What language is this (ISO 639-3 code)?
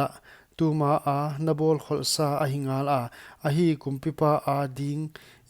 pck